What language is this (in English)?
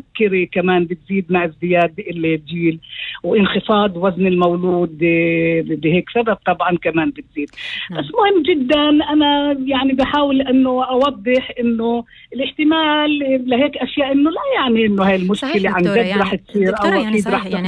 North Levantine Arabic